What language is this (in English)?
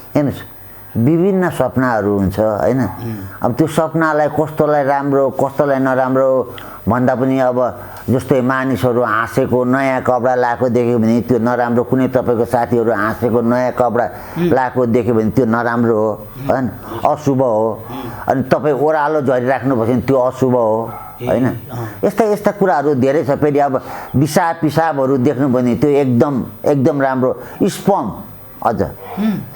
Nepali